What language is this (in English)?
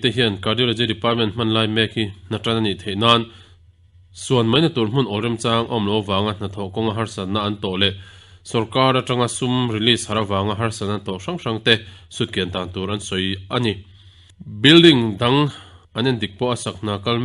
Mizo